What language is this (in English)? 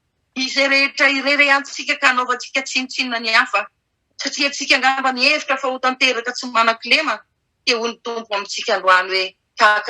Malagasy